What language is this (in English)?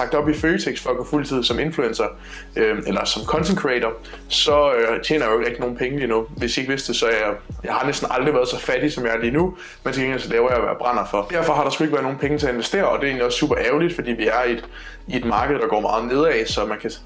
Danish